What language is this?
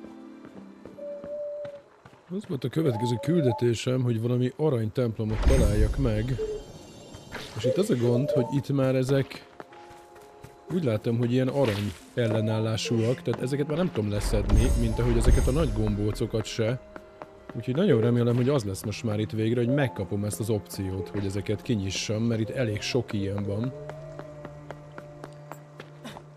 Hungarian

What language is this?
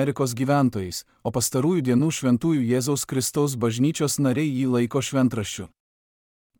Lithuanian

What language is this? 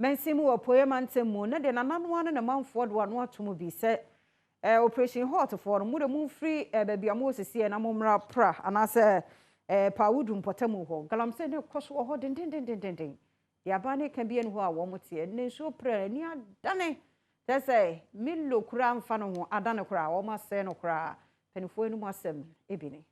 Akan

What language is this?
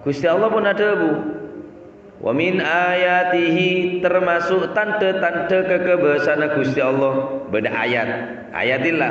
Madurese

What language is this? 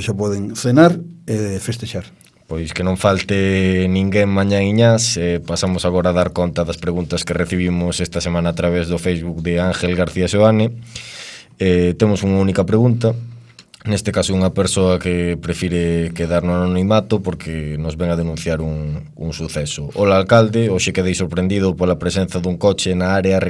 Galician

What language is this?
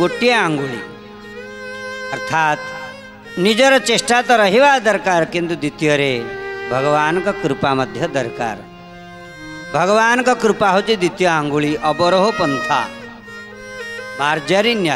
Odia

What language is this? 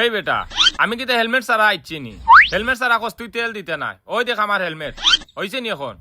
Sylheti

